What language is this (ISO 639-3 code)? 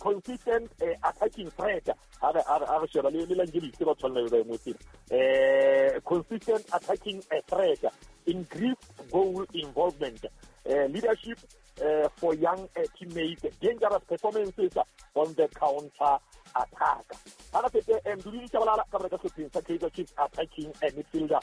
sot